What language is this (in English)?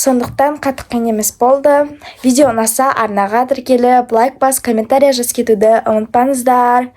Kazakh